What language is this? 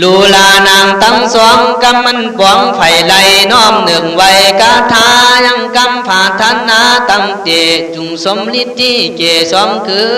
Khün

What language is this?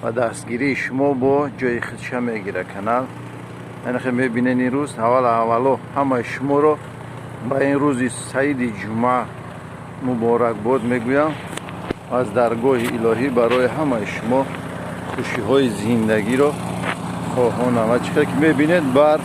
Tajik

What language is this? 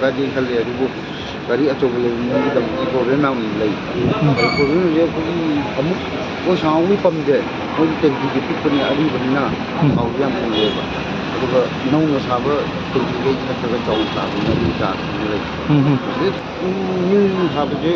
Manipuri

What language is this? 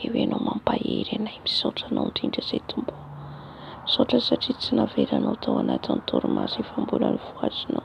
Malagasy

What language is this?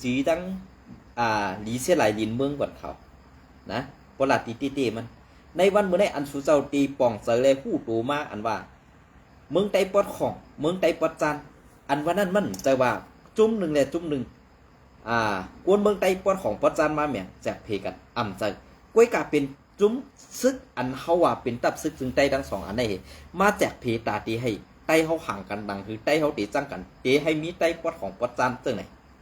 Shan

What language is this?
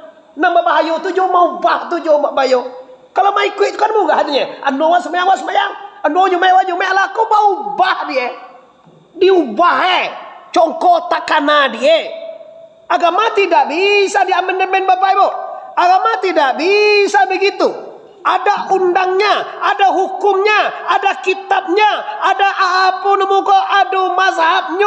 Minangkabau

